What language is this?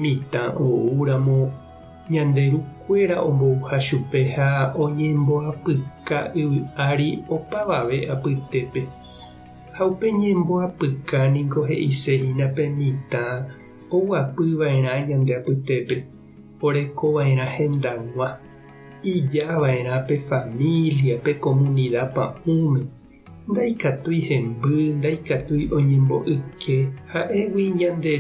Guarani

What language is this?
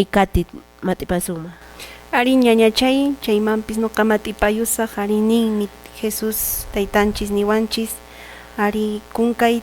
Quechua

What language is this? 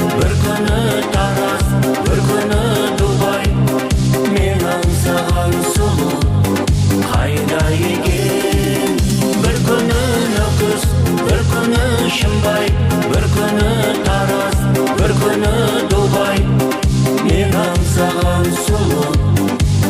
Kara-Kalpak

